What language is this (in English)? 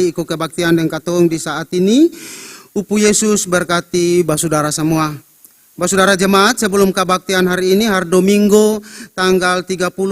Ambonese Malay